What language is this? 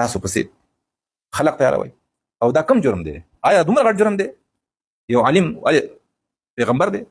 Pashto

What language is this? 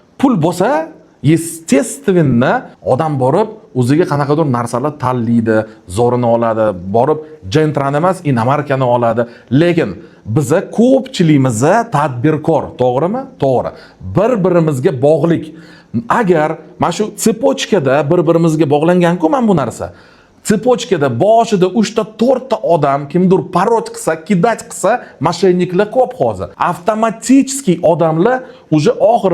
Uzbek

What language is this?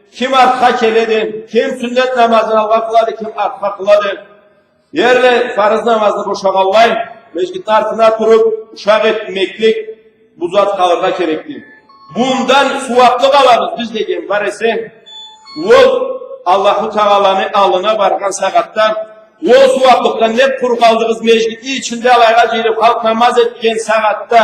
Karachay-Balkar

